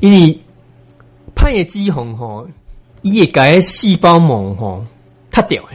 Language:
Min Nan Chinese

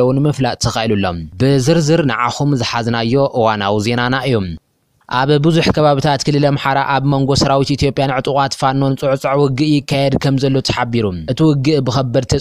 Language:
Tigrinya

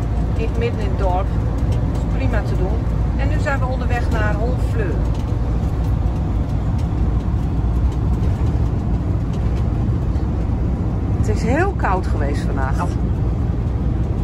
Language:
Dutch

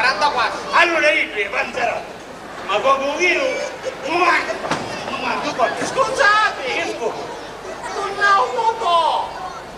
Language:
Sicilian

